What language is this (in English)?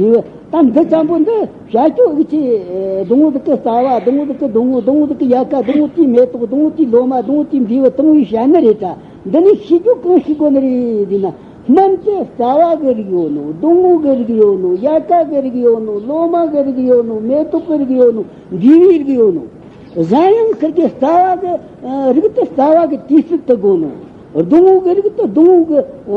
Tibetan